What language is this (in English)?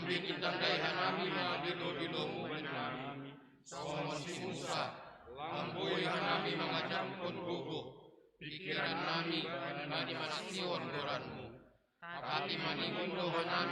Batak Simalungun